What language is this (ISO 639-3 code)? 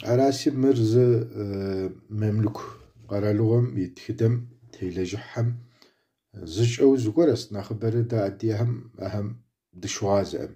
kbd